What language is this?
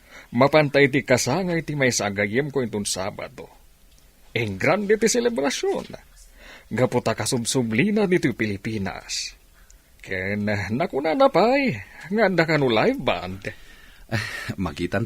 Iloko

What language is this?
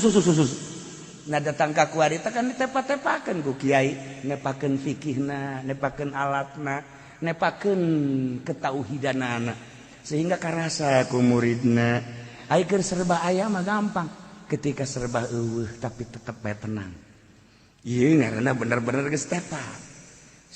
Sundanese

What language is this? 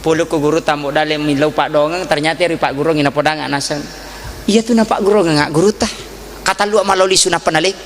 Buginese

